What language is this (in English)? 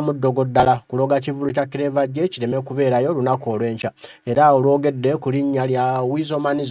Ganda